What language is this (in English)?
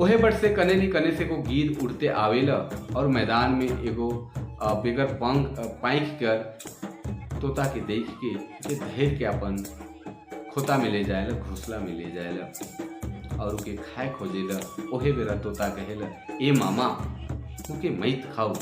Sadri